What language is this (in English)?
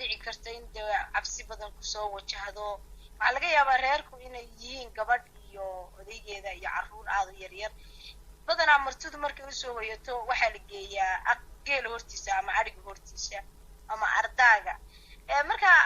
Somali